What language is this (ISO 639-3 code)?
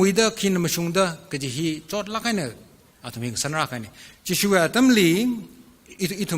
nmf